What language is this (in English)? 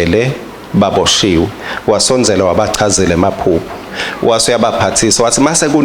Swati